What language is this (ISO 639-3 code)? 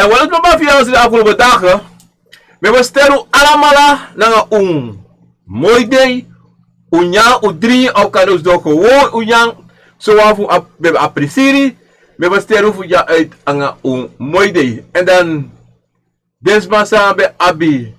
srn